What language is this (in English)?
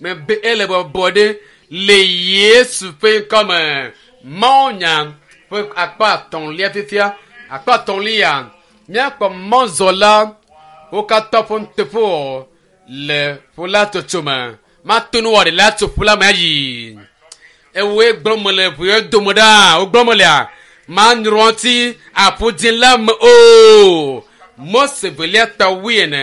Ewe